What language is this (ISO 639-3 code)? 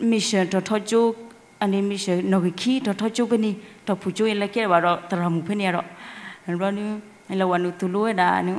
ksw